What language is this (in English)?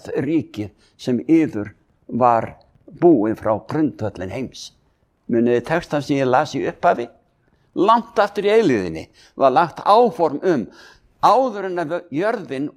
Icelandic